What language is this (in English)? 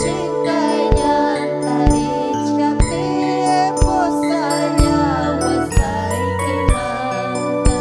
Ayacucho Quechua